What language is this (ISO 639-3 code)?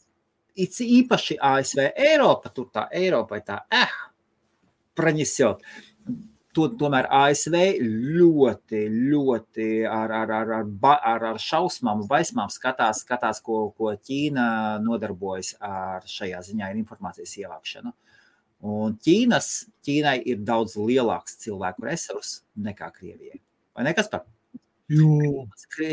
lav